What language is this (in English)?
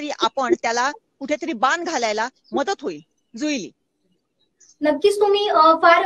Marathi